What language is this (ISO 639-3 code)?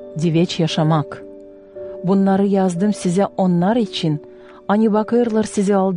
gag